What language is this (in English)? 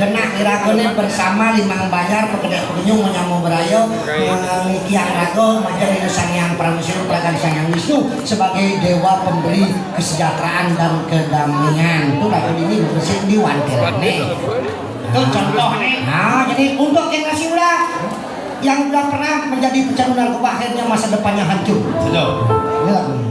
Balinese